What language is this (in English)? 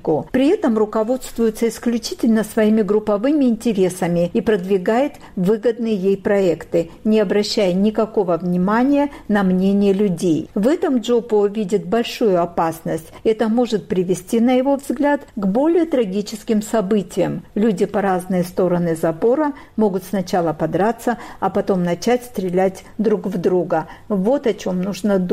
Russian